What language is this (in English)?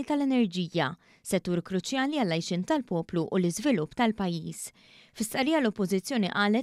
Maltese